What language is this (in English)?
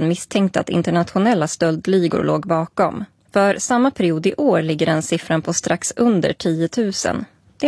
Swedish